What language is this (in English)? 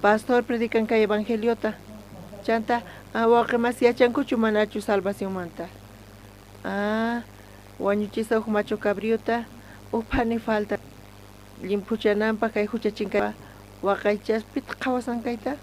South Bolivian Quechua